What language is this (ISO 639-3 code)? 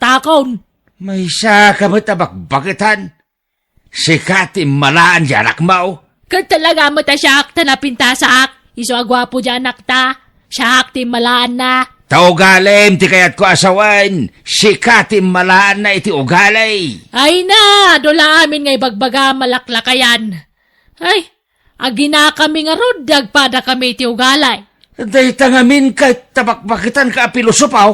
ilo